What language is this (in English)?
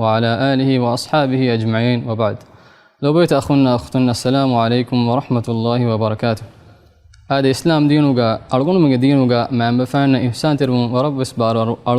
Divehi